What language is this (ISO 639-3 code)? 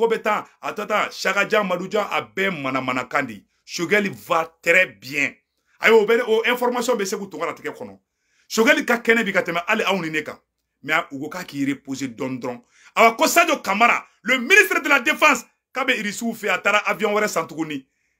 bam